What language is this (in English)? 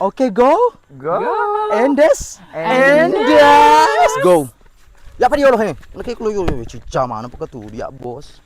Buginese